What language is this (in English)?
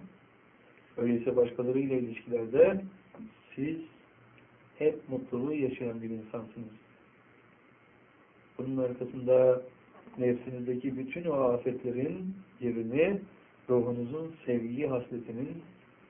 Turkish